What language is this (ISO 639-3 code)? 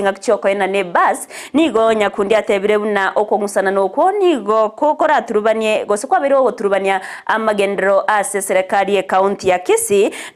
guz